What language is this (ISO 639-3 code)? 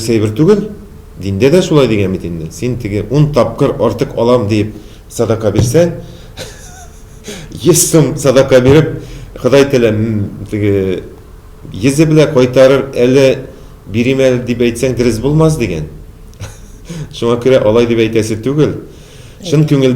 tat